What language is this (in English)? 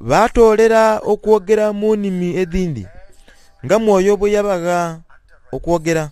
Soga